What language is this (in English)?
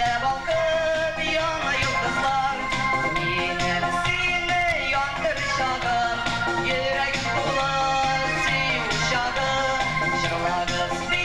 Bashkir